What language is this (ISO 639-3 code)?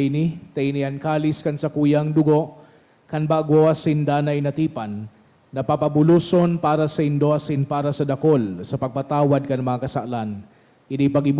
bik